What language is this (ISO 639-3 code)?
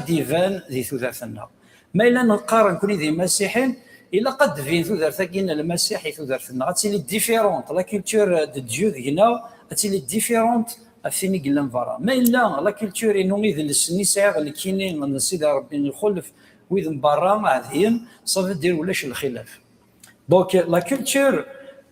kab